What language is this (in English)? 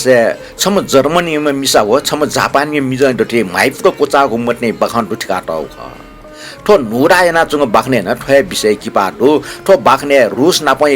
Newari